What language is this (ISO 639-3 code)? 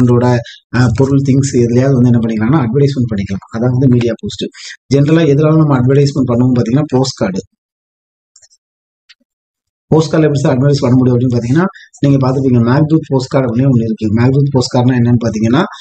tam